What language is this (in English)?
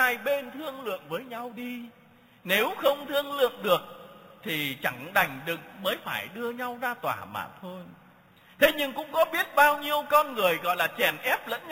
Vietnamese